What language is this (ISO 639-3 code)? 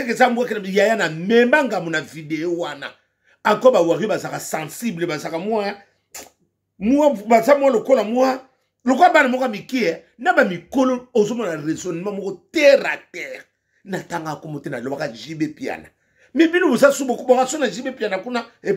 lin